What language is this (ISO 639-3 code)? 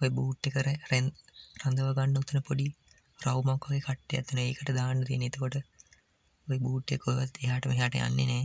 sin